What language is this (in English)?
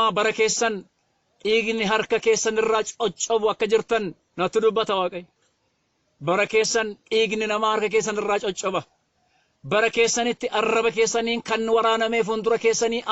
Oromo